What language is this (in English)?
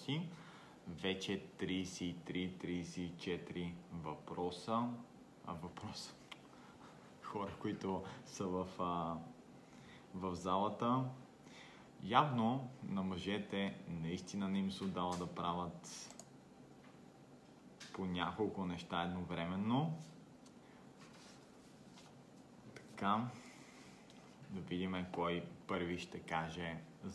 Bulgarian